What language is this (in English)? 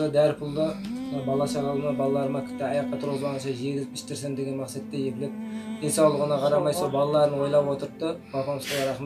Kazakh